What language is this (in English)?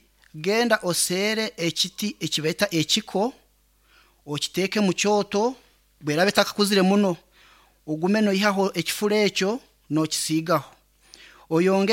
Nyankole